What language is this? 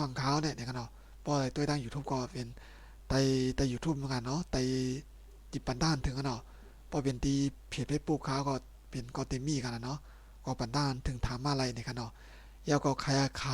Shan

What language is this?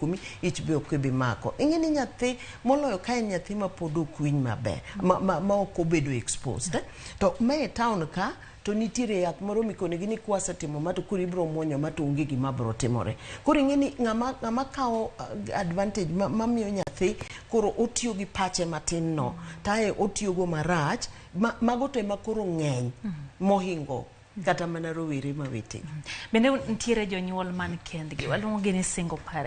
Luo (Kenya and Tanzania)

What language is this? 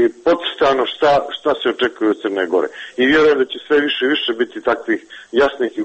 Serbian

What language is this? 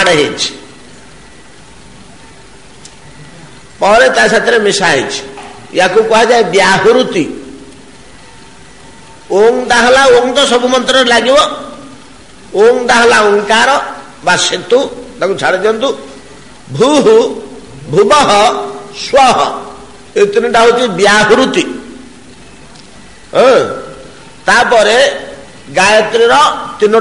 Odia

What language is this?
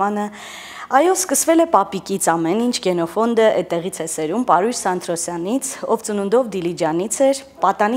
Armenian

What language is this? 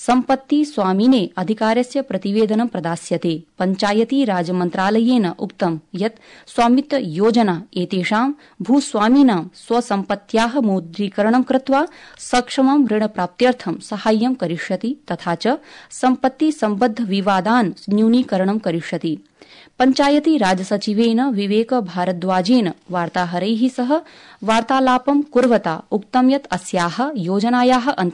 Sanskrit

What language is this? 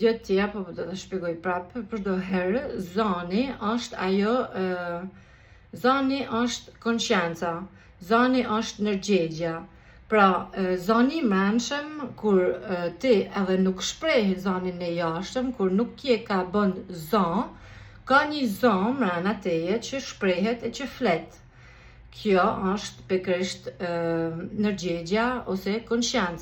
Albanian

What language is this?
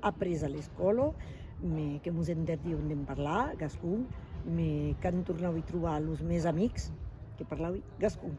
Occitan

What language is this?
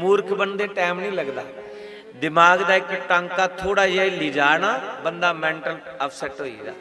Dogri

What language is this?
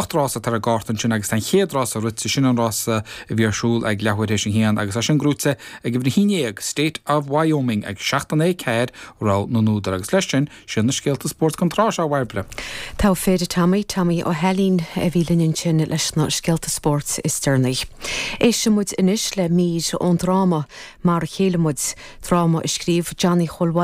Irish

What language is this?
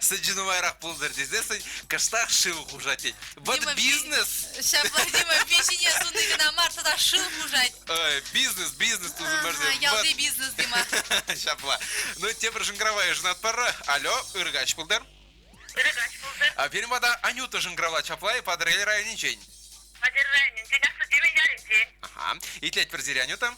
Chuvash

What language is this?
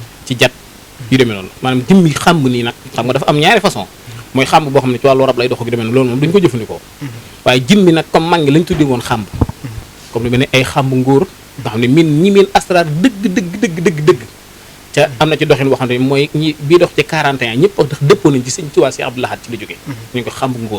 Wolof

